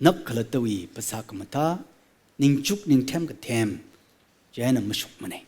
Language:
Tangkhul Naga (India)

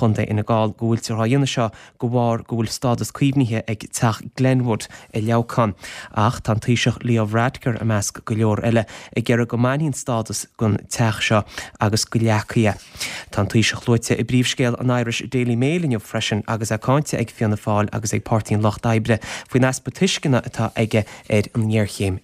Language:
Irish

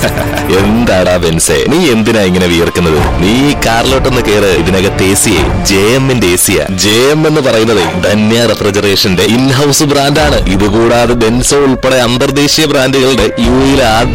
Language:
Malayalam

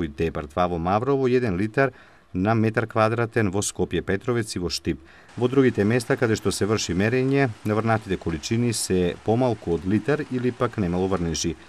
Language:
Macedonian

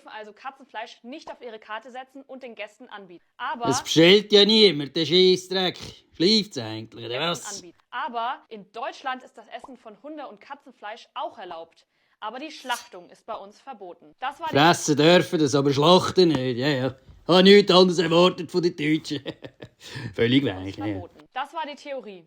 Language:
Swiss German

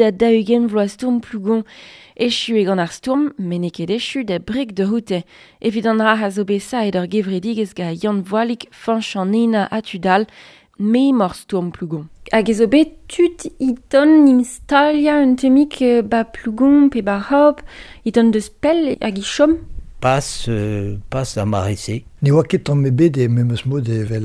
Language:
Breton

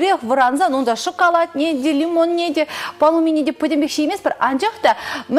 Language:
Chuvash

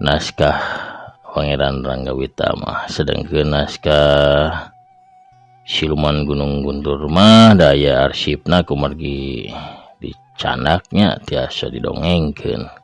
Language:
Sundanese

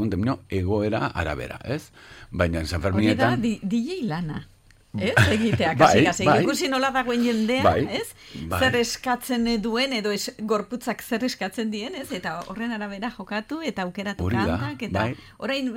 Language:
Basque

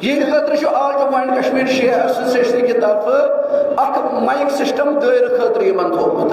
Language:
Kashmiri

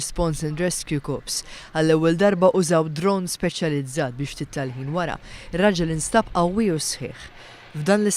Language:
Maltese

